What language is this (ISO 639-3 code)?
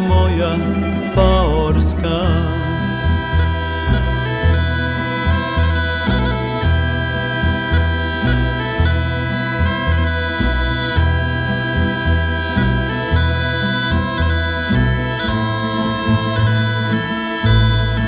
srp